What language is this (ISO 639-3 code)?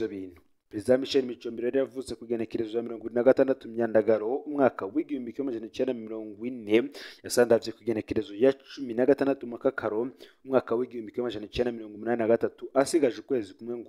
run